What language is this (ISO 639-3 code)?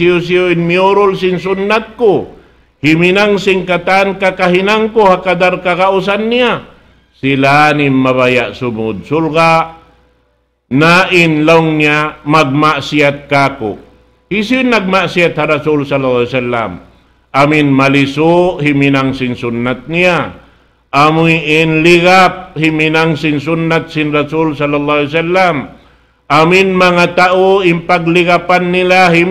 tsg